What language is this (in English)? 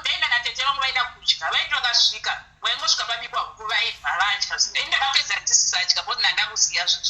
Shona